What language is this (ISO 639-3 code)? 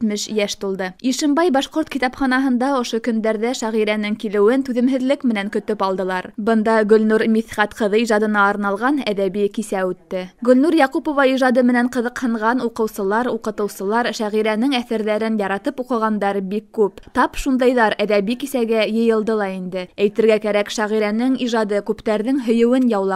bak